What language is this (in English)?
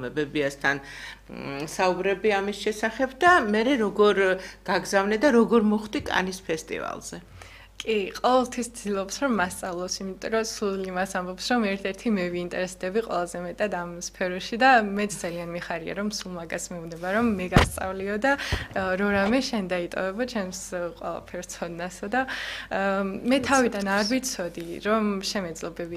Georgian